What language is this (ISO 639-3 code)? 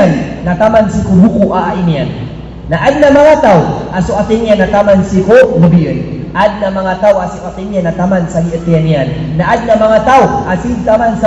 mrw